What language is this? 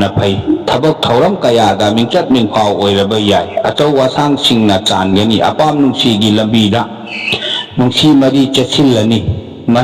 Manipuri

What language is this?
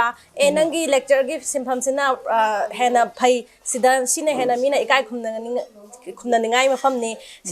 Manipuri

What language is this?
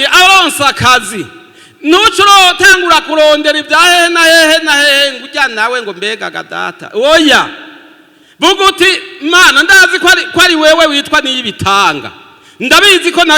Rundi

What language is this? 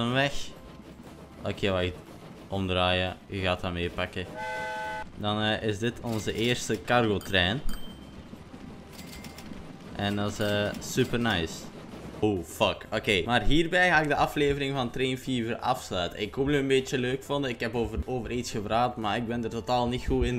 Dutch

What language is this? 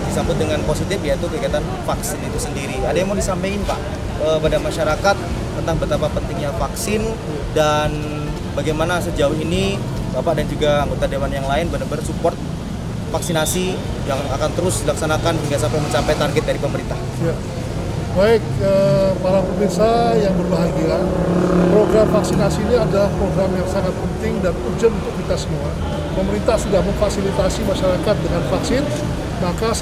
Indonesian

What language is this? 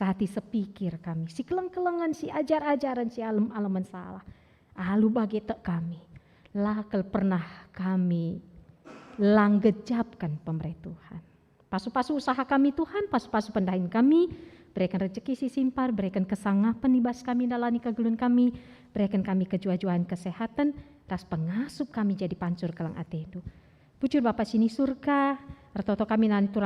Batak Karo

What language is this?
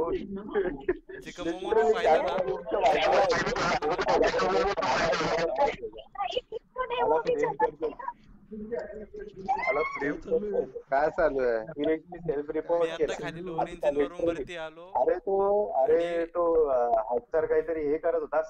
Marathi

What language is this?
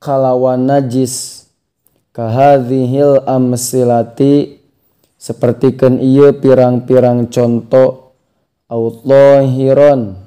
Sundanese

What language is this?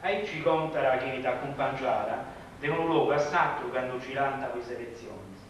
Sardinian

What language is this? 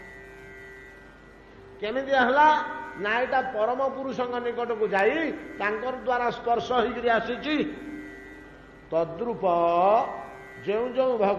Odia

